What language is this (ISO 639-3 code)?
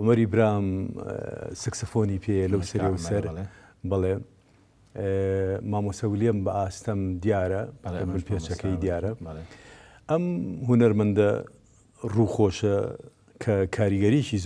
ckb